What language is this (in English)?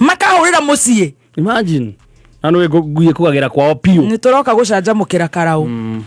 Kikuyu